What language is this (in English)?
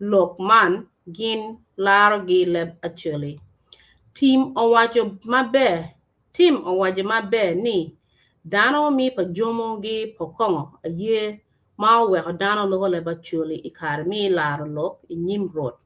Acoli